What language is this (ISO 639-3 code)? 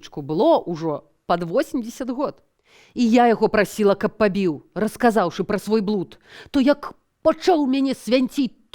bel